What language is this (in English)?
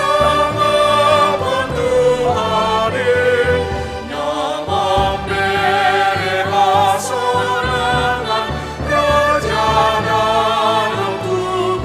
Batak Simalungun